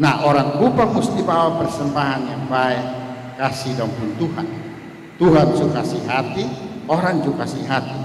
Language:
Kupang Malay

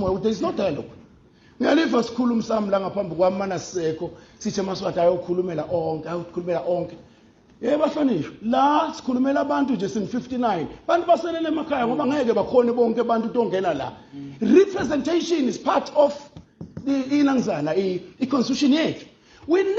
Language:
Swati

